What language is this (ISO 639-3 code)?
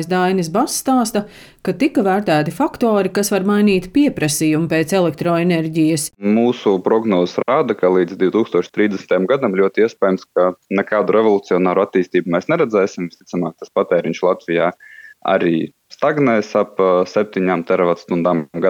lav